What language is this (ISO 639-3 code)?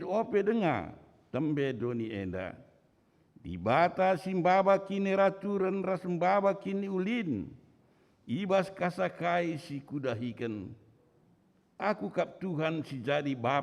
btx